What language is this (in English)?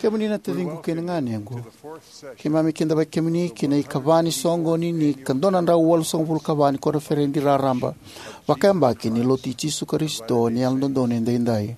Fijian